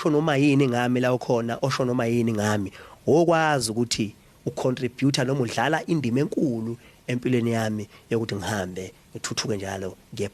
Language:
Zulu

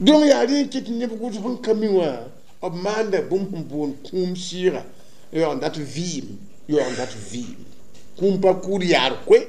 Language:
Mossi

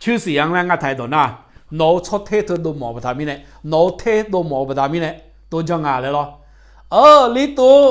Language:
Akha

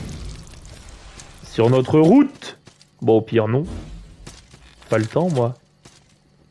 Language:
French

